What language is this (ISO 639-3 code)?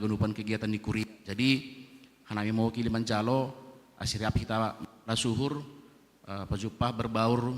bts